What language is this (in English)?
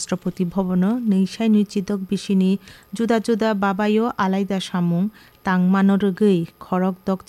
Kok Borok